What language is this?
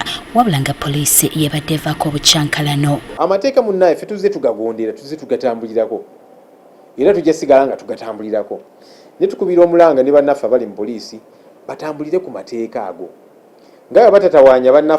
Ganda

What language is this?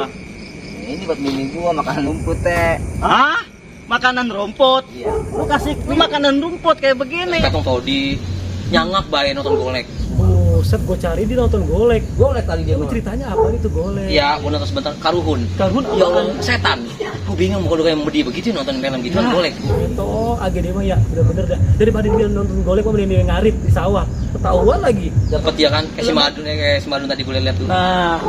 Betawi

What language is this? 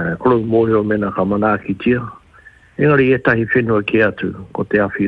Māori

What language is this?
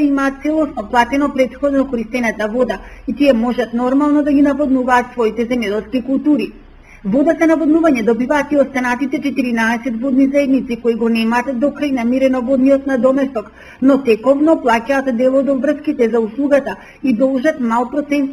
Macedonian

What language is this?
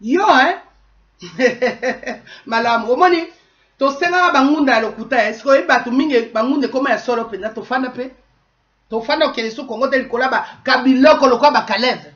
Lingala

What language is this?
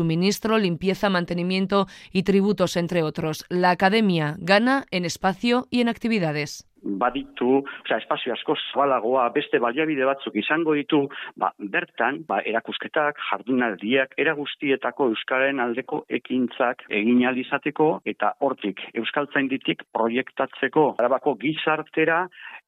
Basque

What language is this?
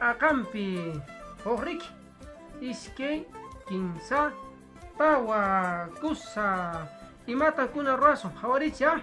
Quechua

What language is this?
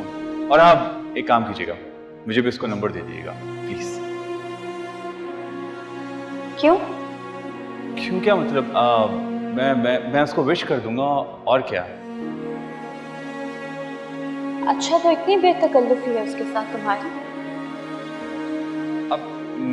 Hindi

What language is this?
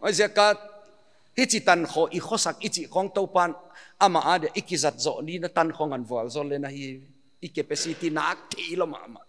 Paite Chin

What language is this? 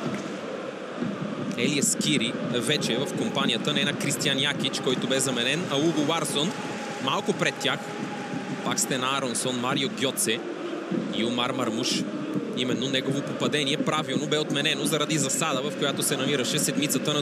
Bulgarian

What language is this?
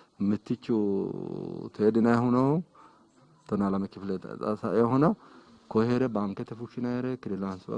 Sidamo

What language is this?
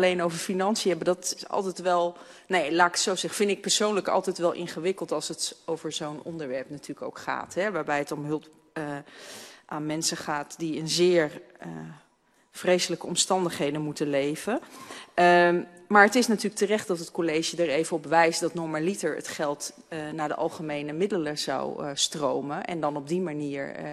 Dutch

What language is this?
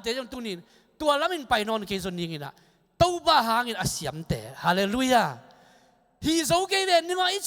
Tedim Chin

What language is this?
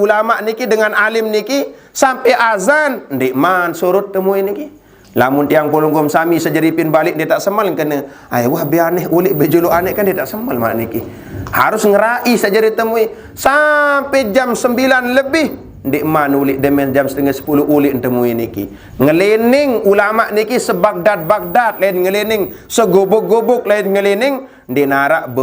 Sasak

